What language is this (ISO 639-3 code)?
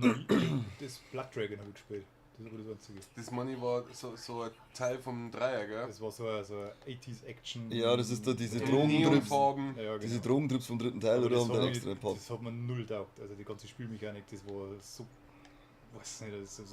bar